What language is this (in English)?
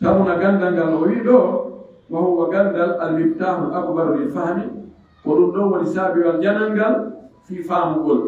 Pular